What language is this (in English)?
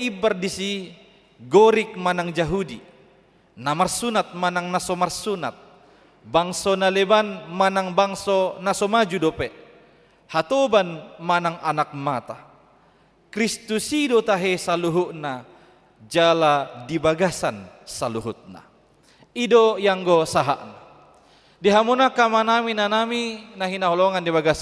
Batak Toba